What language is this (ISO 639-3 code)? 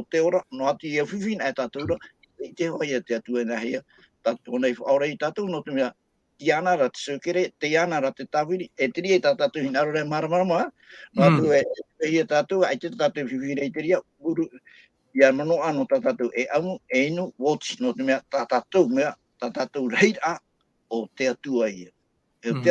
tah